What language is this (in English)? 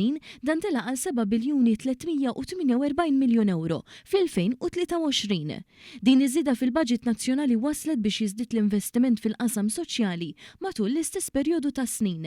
Maltese